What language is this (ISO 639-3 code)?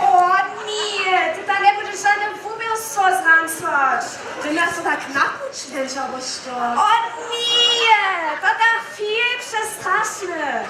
hsb